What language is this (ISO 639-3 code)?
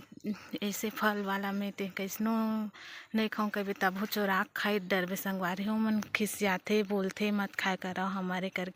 hne